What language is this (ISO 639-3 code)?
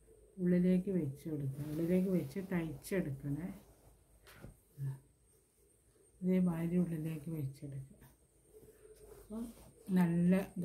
mal